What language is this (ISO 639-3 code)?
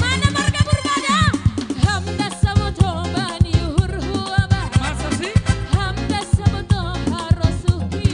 bts